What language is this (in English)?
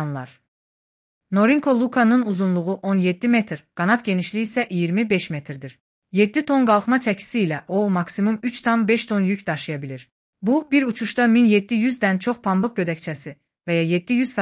Azerbaijani